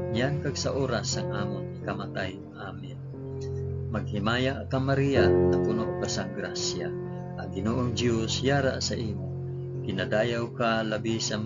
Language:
Hiligaynon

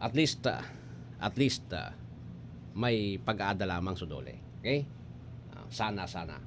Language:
Bikol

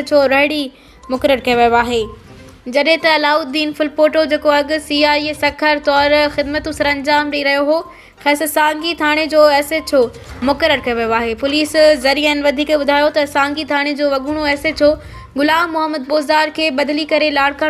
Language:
Sindhi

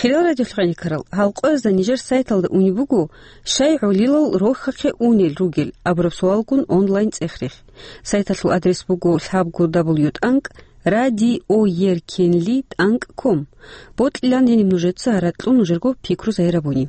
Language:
Avaric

